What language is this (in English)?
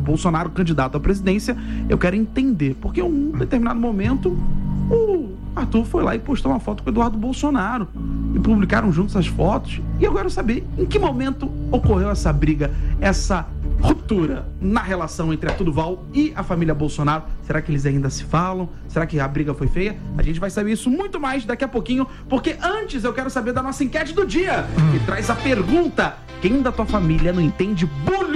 Portuguese